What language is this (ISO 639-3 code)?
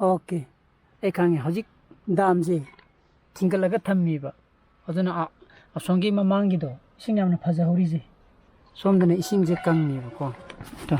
mni